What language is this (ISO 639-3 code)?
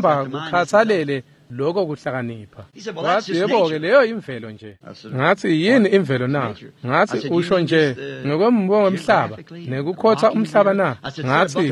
ssw